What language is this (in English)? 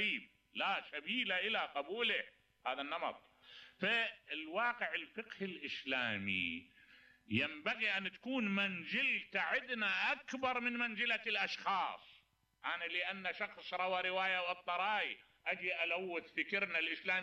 Mesopotamian Arabic